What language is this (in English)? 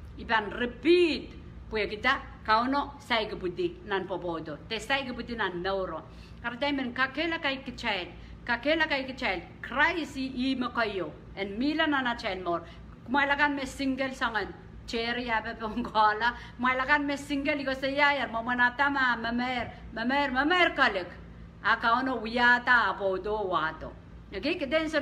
Pohnpeian